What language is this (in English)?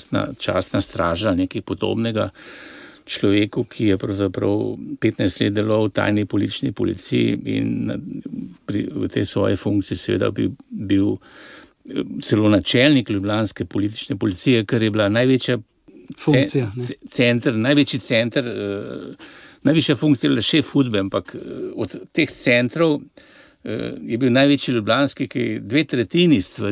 Slovenian